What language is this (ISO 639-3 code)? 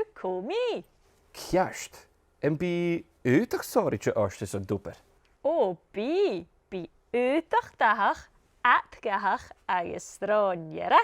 gla